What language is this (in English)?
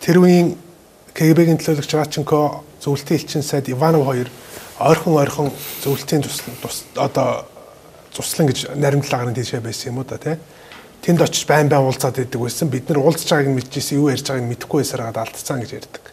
Mongolian